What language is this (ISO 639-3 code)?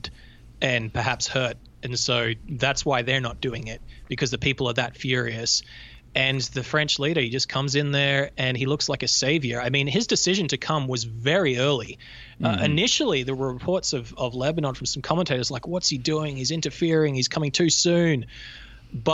eng